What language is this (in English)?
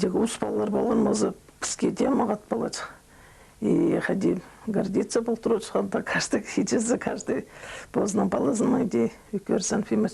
Khakas